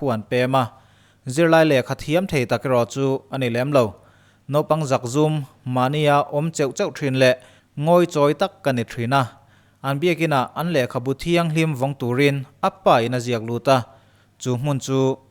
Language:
Mizo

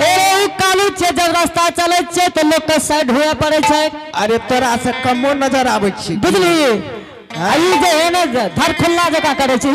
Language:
Angika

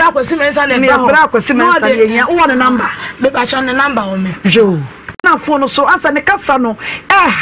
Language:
Akan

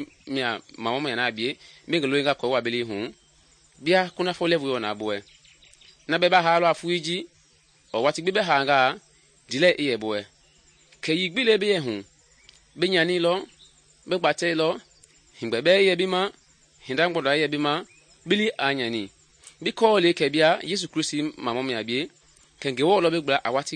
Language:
Mende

